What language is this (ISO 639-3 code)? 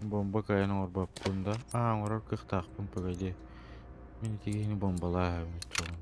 sah